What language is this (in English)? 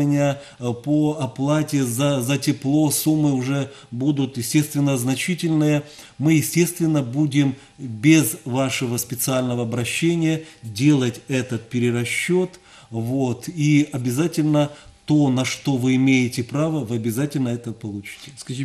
Russian